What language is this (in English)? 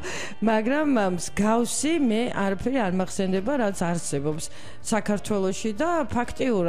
Georgian